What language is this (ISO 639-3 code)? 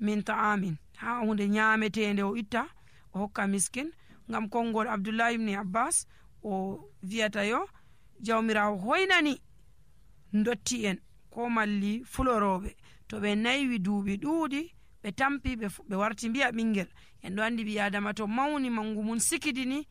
fuv